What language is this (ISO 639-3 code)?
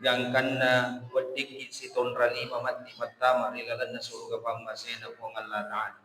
bug